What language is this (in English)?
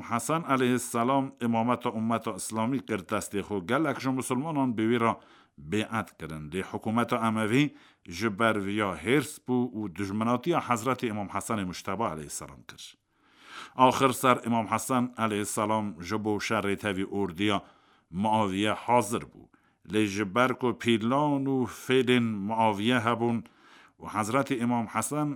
Kurdish